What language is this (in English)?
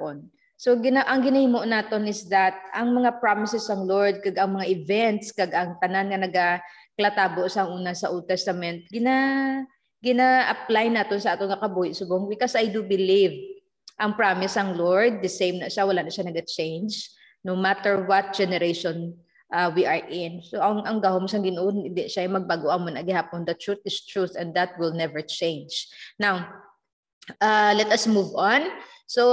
Hiligaynon